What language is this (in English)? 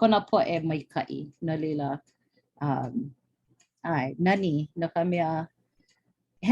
Hawaiian